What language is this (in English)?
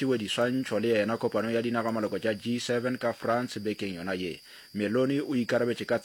Northern Sotho